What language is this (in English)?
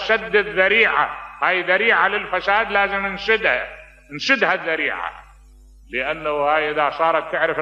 Mesopotamian Arabic